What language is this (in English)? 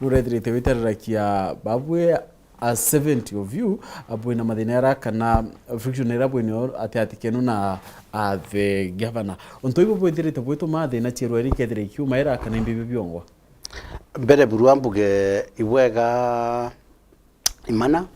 Meru